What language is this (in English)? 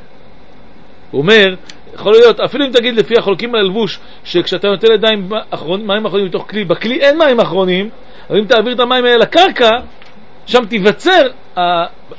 Hebrew